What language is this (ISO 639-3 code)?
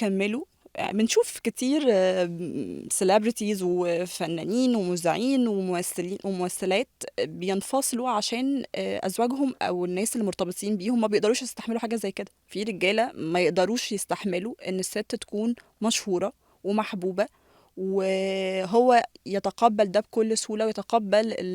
arz